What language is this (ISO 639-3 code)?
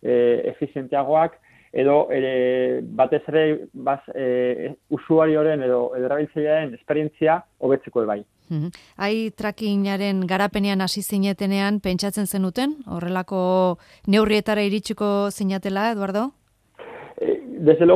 eus